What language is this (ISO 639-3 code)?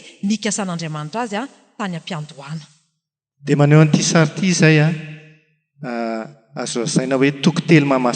mlg